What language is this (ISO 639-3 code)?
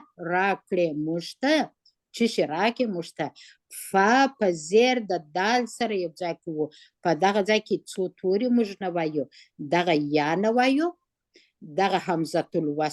pus